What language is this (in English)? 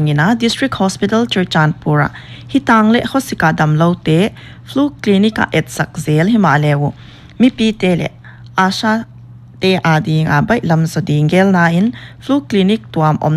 Paite Chin